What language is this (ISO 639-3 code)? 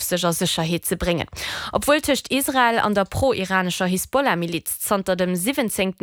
ltz